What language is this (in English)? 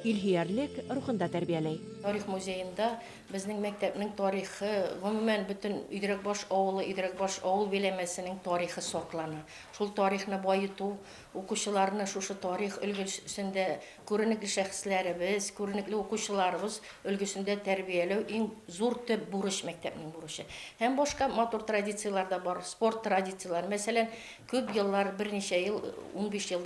Bashkir